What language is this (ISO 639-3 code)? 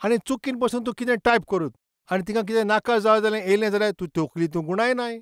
kok